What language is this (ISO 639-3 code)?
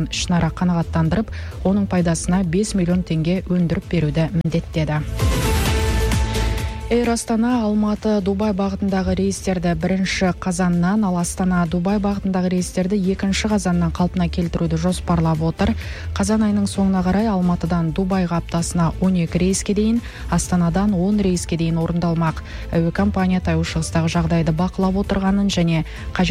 kaz